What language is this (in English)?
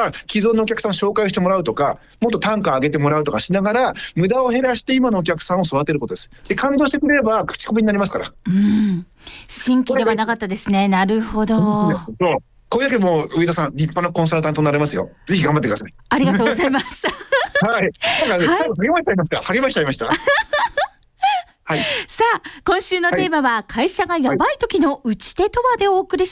Japanese